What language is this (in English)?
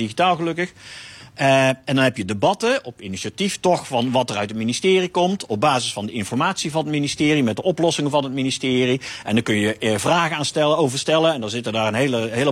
Dutch